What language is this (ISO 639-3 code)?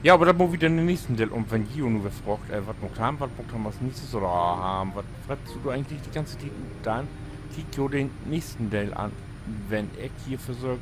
nds